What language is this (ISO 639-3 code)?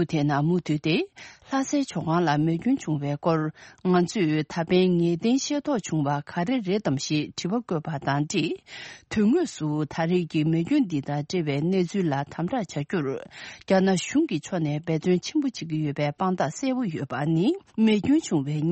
bod